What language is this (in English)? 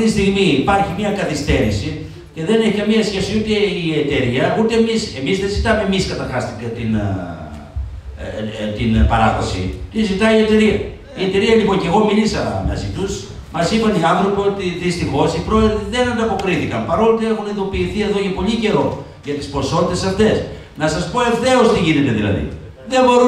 Greek